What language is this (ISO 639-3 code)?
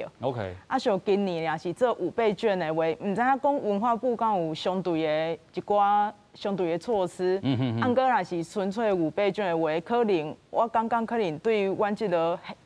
nan